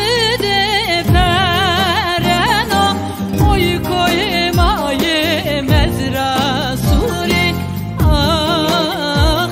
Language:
Zaza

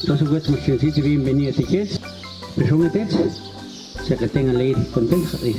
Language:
Tektiteko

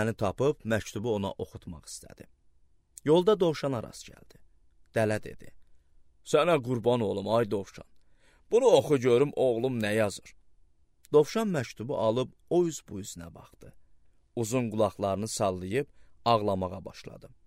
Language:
Azerbaijani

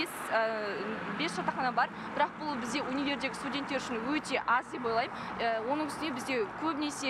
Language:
Kazakh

